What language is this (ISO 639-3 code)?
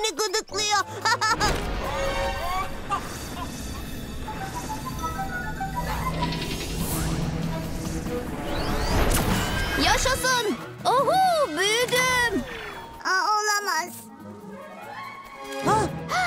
tur